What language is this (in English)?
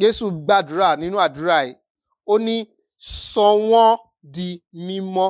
Yoruba